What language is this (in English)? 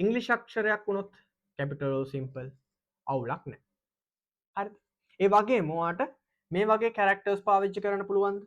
Sinhala